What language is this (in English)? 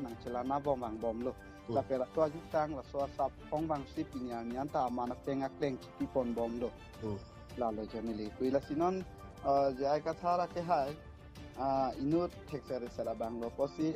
Karbi